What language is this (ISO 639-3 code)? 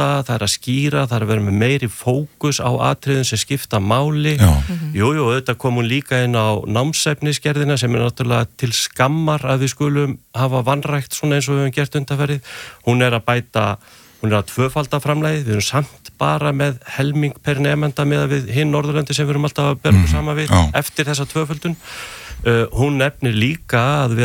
isl